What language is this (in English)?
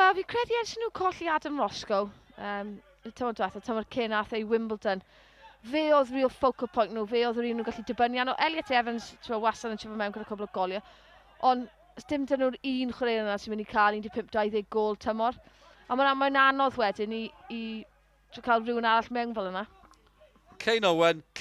Welsh